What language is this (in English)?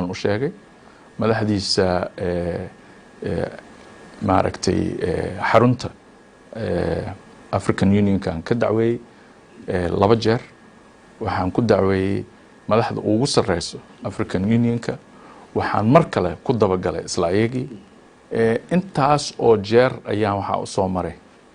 Somali